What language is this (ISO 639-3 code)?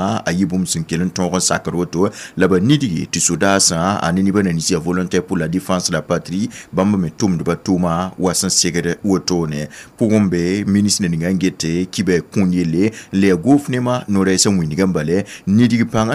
mos